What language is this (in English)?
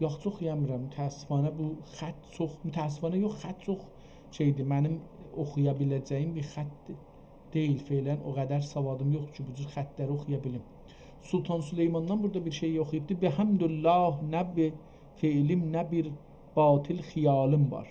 South Azerbaijani